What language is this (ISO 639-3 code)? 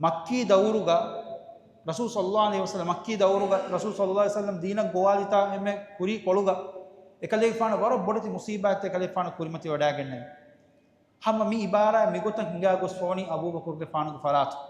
div